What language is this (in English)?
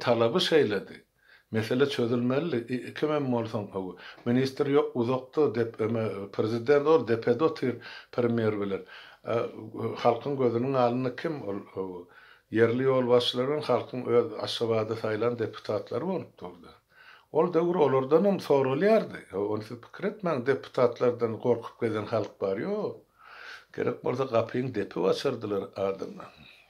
Turkmen